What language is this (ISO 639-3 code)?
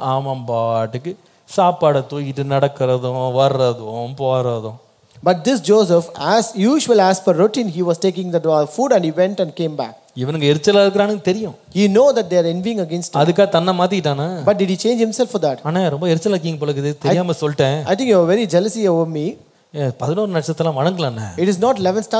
tam